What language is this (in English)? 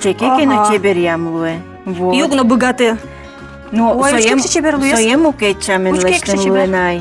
Udmurt